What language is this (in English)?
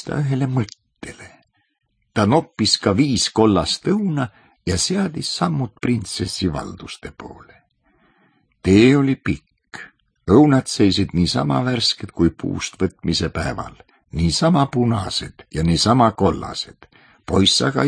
Estonian